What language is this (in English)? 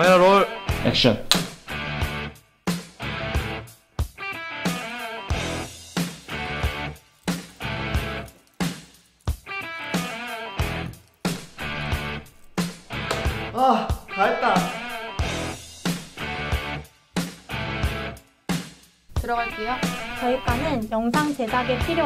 Korean